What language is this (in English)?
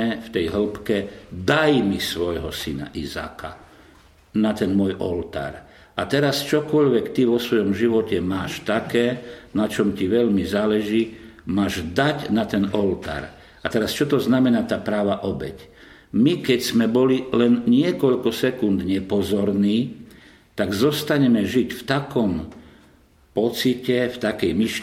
Slovak